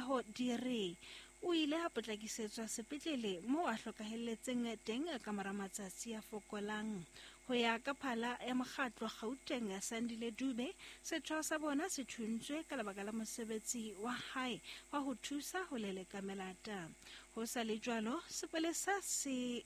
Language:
Southern Sotho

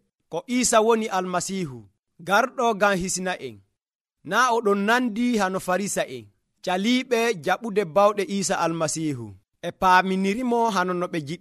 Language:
Nigerian Fulfulde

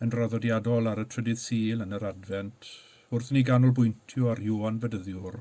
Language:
Welsh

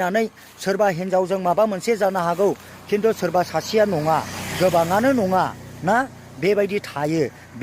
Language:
Bodo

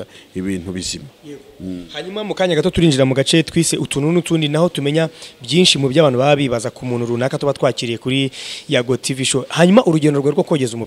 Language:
Kinyarwanda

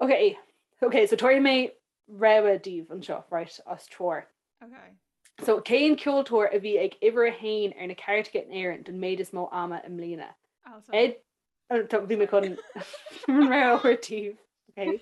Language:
Irish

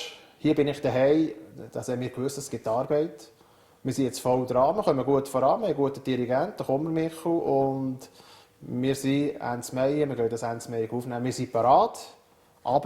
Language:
Swiss German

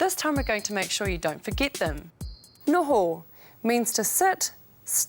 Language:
Māori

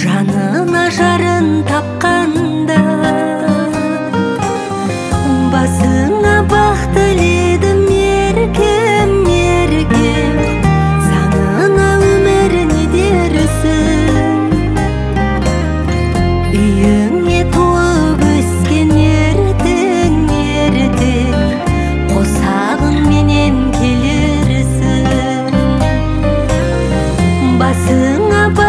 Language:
Kazakh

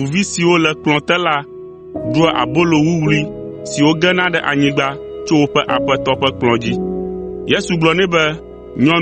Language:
Ewe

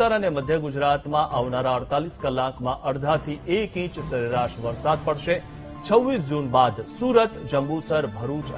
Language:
Gujarati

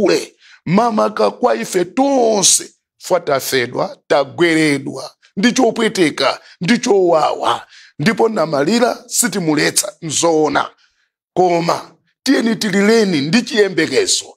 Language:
Nyanja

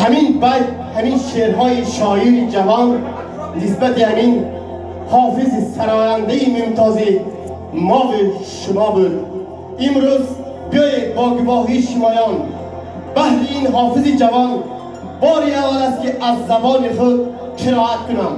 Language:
Tajik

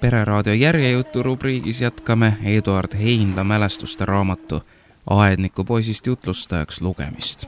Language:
Estonian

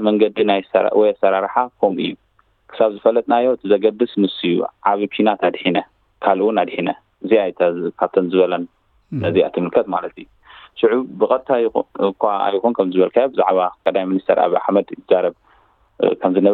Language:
Tigrinya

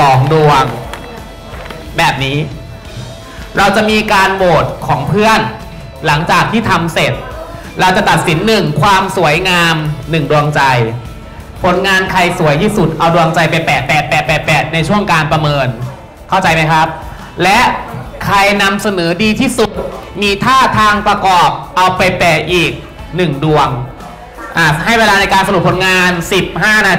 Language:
Thai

